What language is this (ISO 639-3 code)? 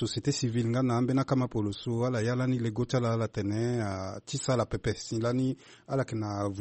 sag